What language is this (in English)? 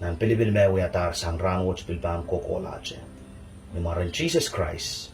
Pohnpeian